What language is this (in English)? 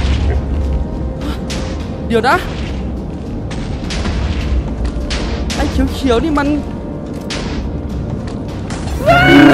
Thai